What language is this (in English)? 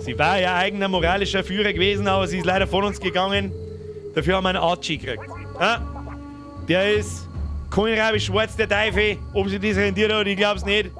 Bavarian